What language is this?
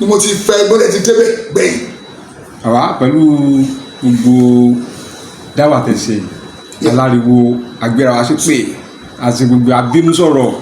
Yoruba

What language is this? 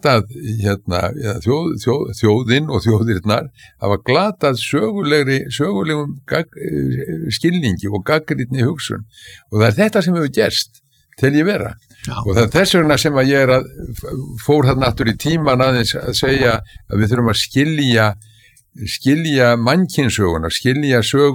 Icelandic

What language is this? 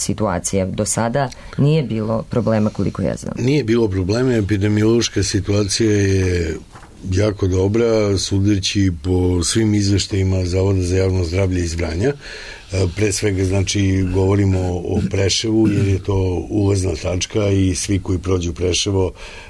Serbian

